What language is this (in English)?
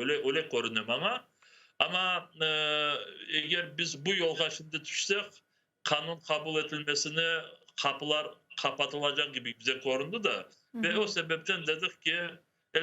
Crimean Tatar